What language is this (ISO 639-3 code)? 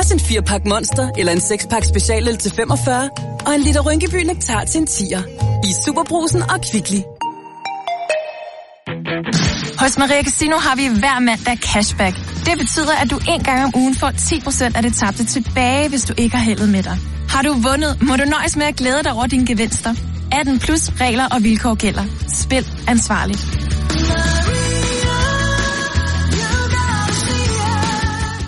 dan